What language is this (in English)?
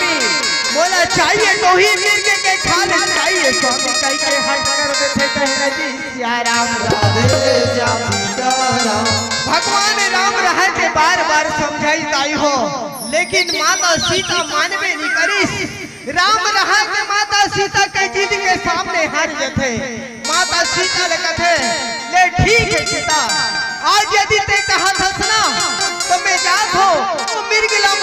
Chhattisgarhi